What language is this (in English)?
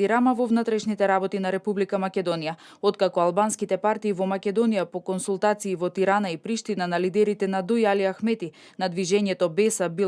Macedonian